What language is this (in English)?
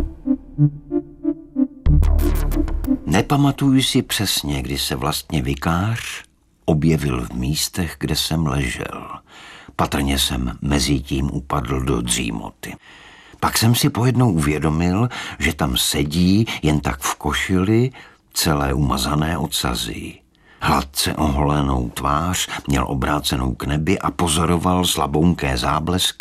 Czech